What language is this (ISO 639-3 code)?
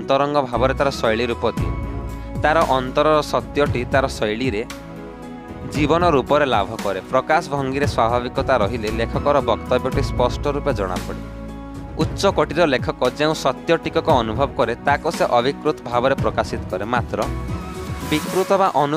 ori